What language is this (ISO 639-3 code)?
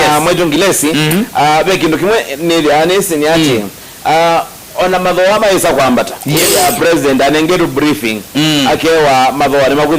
kam